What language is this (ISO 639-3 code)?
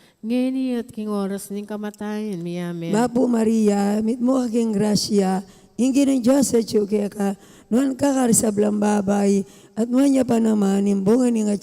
pam